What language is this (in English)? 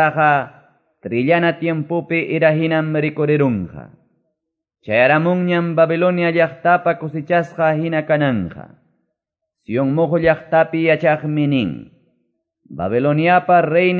Quechua